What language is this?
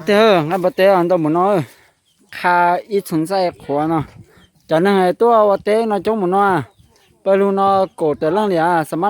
Hmong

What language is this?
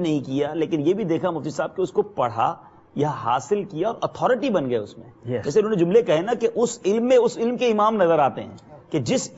Urdu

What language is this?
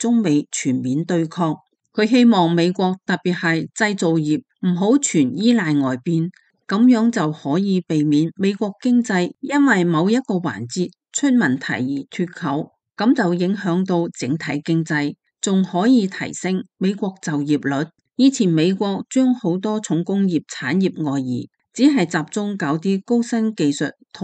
Cantonese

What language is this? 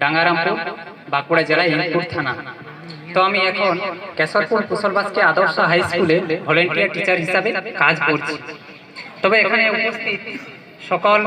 Santali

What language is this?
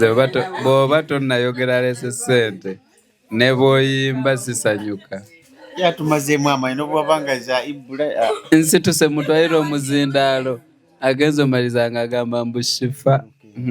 Ganda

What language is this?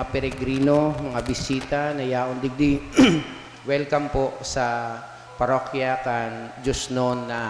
Bikol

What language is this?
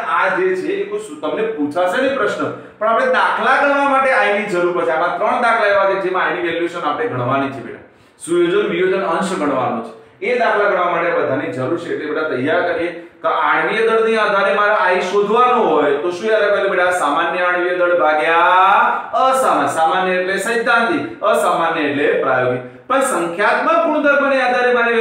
Gujarati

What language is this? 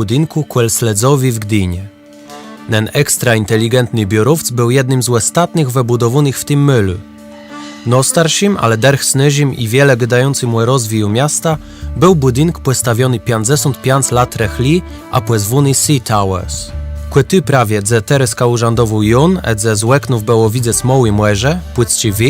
Kashubian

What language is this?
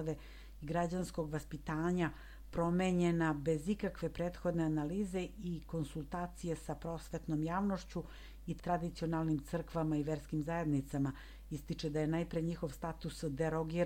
Serbian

